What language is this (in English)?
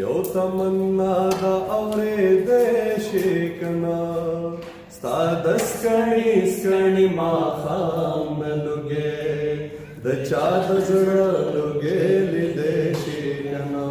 Pashto